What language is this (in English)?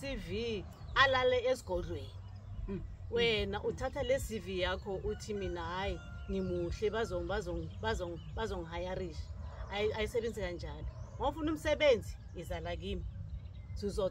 Zulu